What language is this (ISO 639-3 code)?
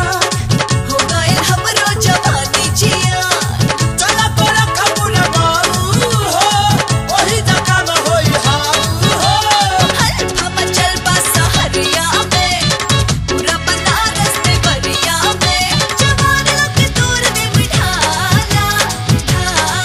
bho